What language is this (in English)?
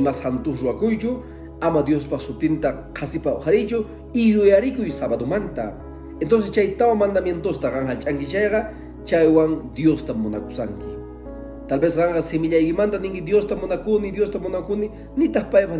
Quechua